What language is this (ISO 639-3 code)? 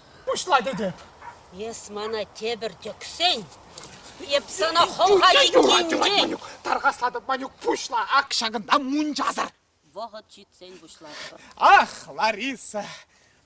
chv